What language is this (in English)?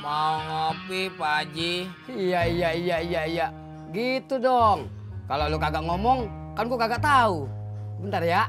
Betawi